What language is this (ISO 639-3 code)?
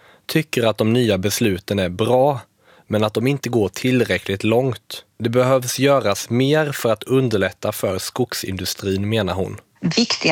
swe